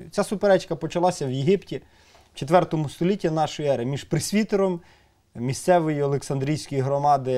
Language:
Ukrainian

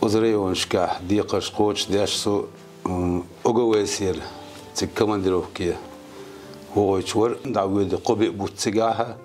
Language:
Chechen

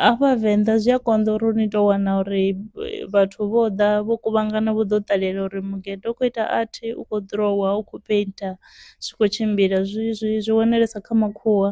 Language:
Venda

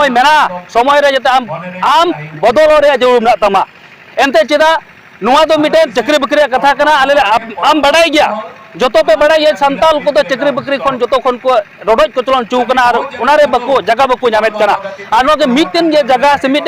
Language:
Santali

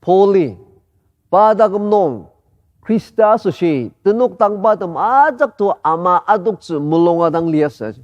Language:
Ao Naga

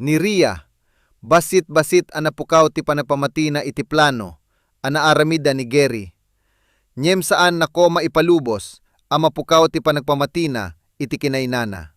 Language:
Iloko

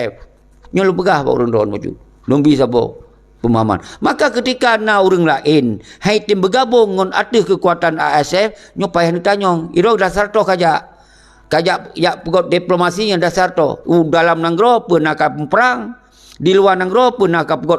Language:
Achinese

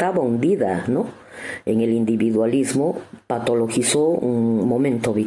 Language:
Basque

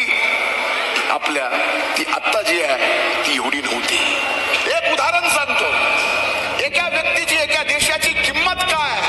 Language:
Marathi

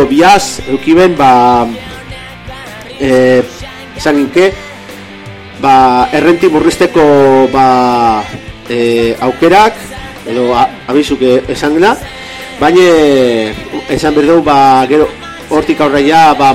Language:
Basque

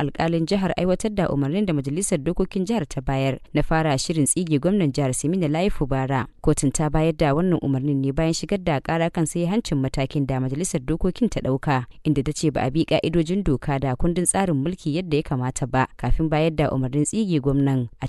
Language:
Hausa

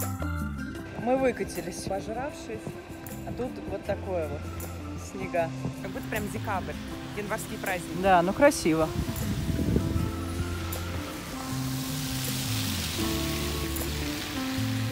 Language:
Russian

